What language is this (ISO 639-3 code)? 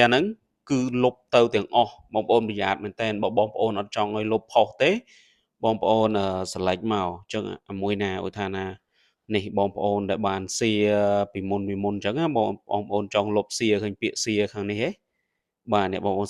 khm